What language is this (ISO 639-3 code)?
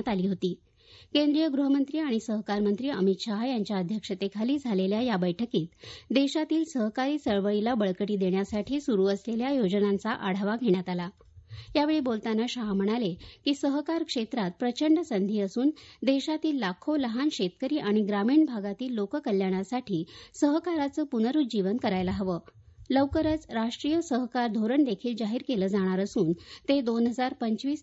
mar